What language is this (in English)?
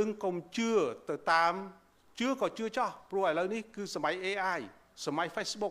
Khmer